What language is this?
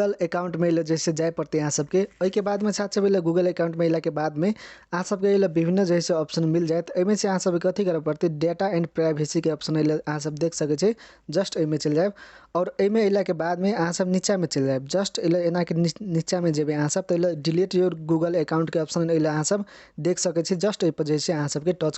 Maithili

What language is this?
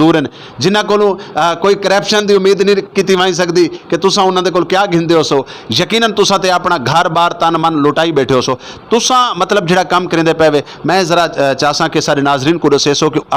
Saraiki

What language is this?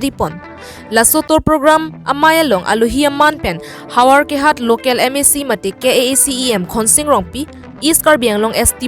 Karbi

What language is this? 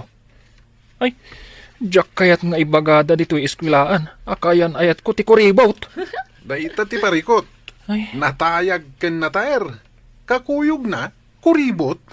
Iloko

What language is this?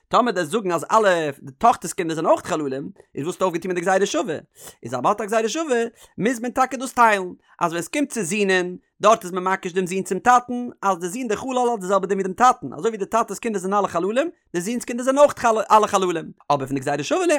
Yiddish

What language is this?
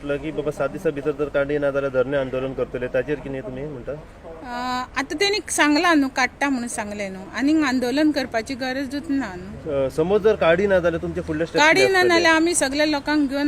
Konkani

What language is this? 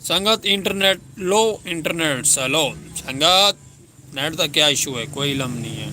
Saraiki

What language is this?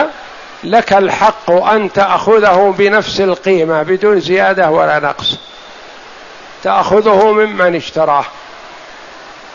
Arabic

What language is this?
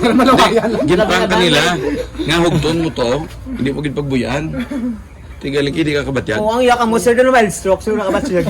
Hiligaynon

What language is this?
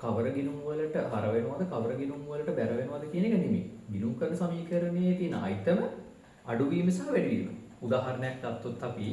Sinhala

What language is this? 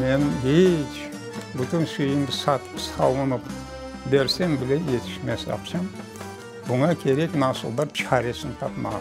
Crimean Tatar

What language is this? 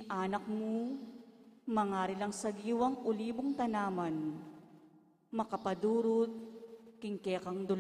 Pampanga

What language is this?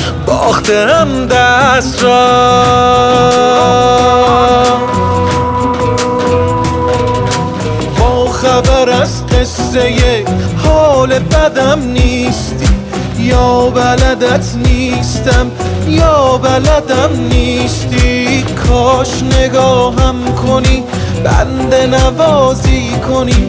Persian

